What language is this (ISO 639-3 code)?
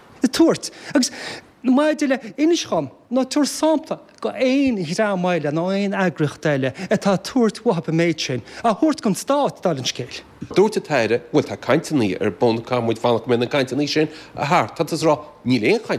gle